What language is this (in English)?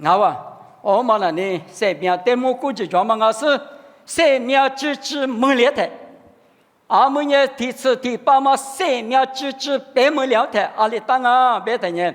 Lisu